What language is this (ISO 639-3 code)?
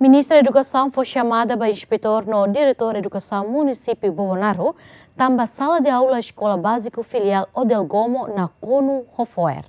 tet